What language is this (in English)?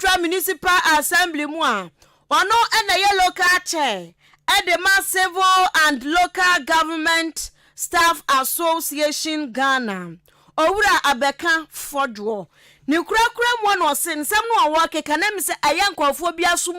Akan